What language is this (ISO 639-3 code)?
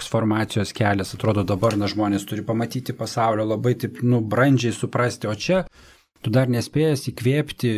lit